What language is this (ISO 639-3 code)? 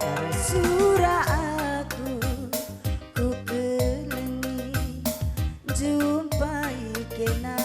btx